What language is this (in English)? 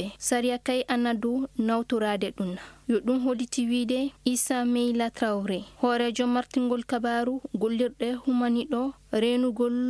Maasina Fulfulde